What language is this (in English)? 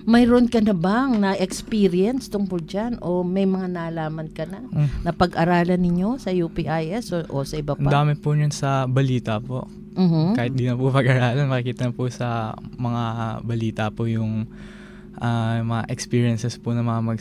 Filipino